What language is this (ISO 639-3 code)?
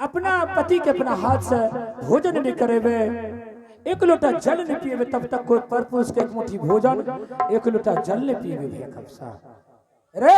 anp